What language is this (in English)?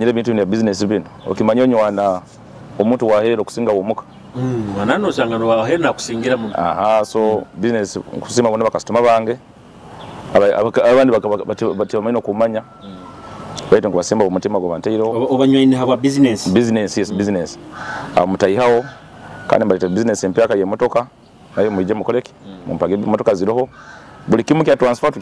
Nyoro